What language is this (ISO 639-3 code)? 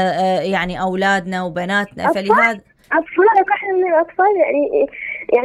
acm